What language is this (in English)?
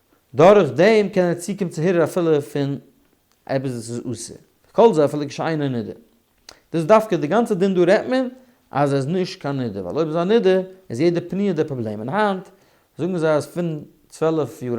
Yiddish